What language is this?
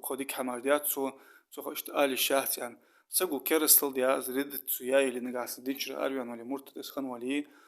Ingush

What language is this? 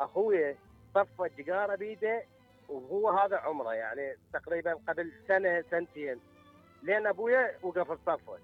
Mesopotamian Arabic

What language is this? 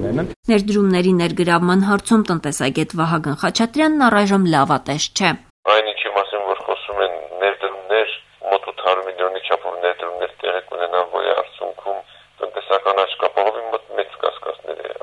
Armenian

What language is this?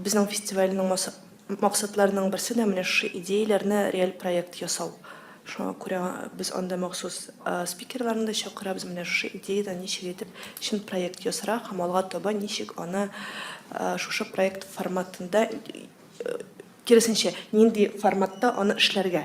Tatar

